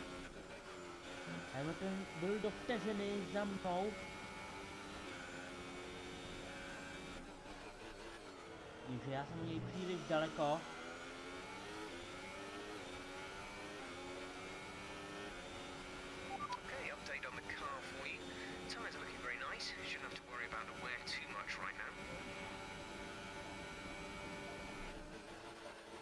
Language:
Czech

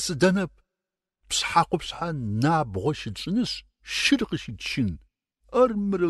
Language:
Adyghe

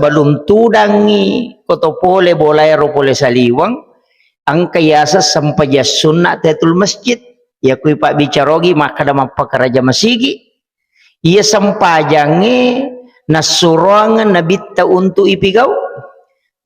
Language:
Buginese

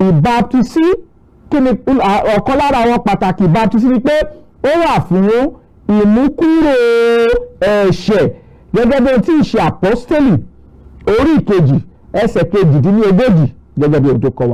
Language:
Yoruba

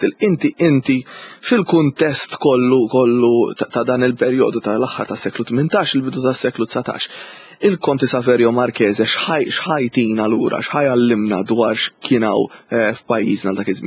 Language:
Maltese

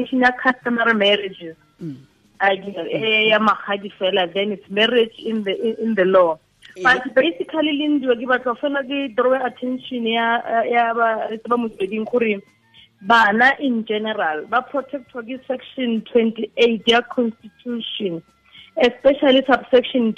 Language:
Tswana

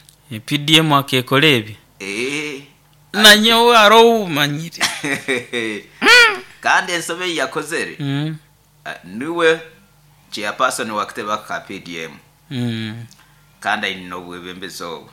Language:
Nyoro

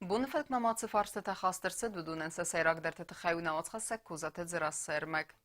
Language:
Ossetic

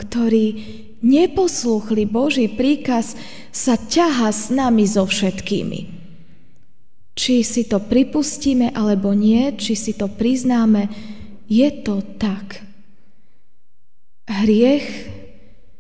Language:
Slovak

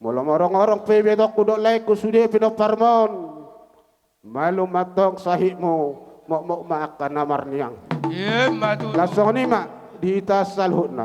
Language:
Batak Toba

